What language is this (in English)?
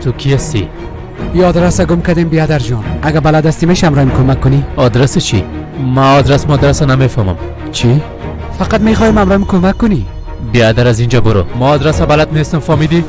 Persian